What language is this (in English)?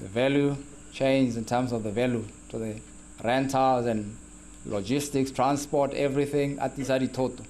Tswana